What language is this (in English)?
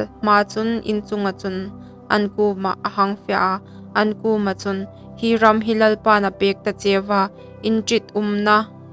Hmar